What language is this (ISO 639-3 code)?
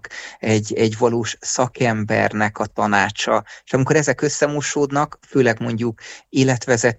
hun